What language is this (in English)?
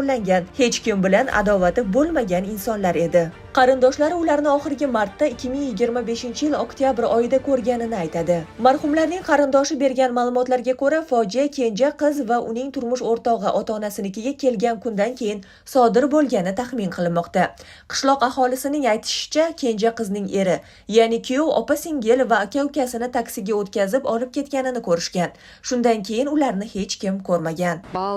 Uzbek